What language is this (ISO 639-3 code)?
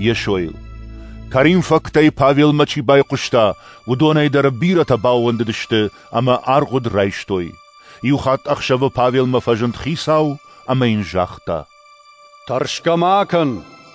oss